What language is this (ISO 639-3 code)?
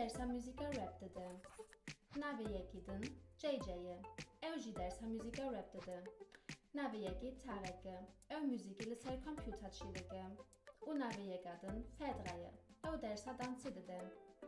kur